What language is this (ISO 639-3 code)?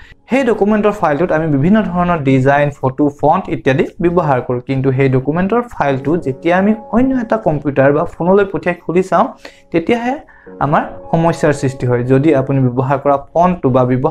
asm